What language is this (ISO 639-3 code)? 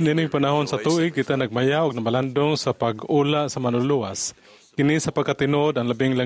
ceb